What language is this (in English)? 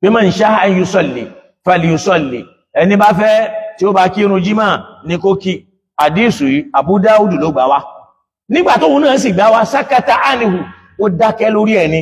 Yoruba